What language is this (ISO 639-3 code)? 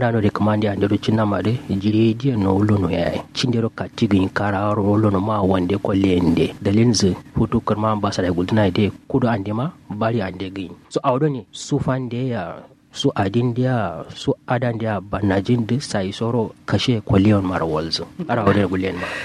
kau